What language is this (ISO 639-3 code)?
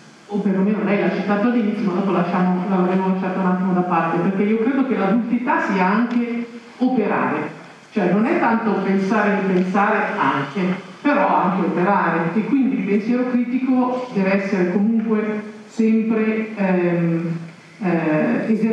ita